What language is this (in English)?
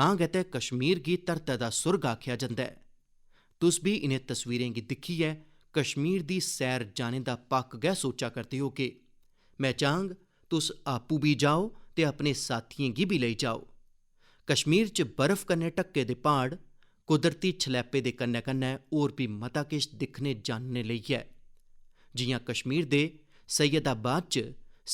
Dogri